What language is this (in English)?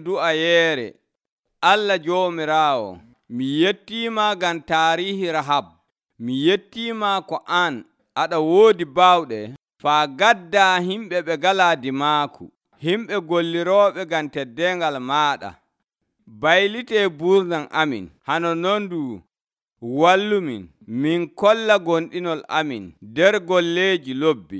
Nigerian Fulfulde